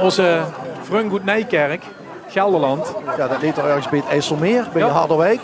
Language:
Limburgish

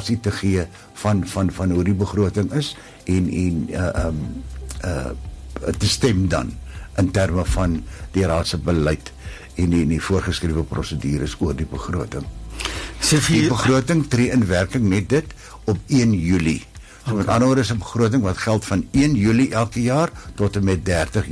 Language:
Afrikaans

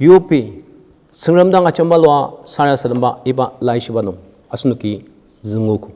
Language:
Ao Naga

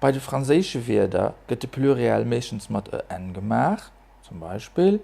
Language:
Luxembourgish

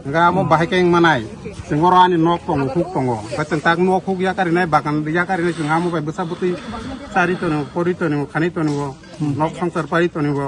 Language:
Kok Borok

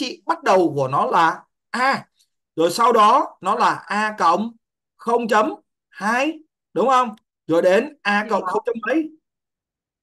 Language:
Vietnamese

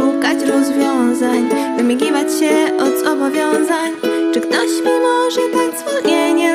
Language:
Polish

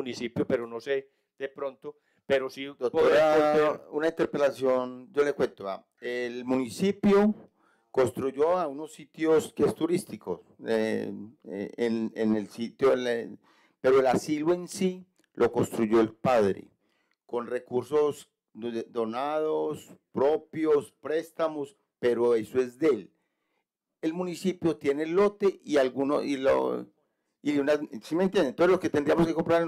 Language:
Spanish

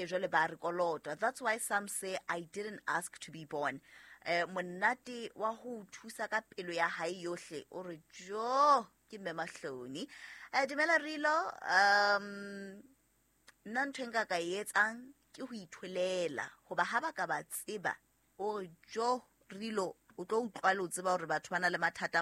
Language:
Southern Sotho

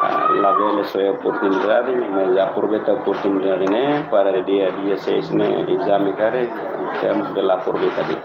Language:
Tetum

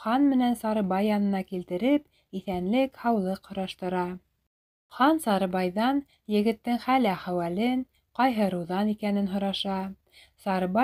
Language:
Bashkir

